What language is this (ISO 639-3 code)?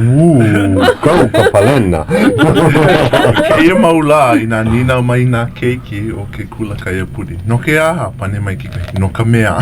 haw